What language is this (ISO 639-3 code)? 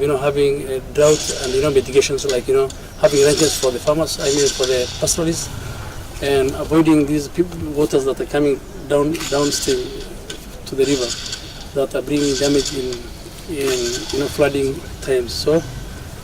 luo